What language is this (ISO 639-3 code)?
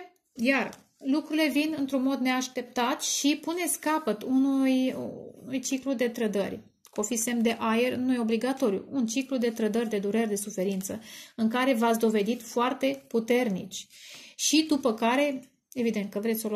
ron